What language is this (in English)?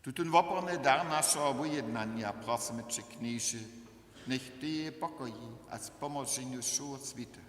Upper Sorbian